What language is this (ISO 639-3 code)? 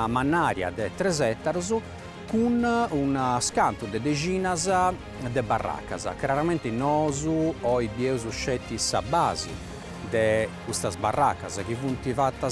srd